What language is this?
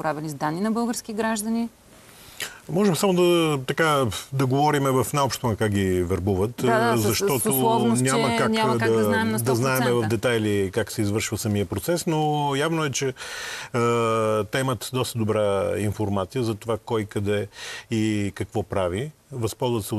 Bulgarian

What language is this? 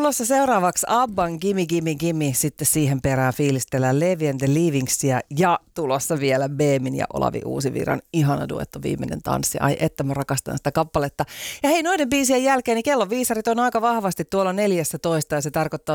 Finnish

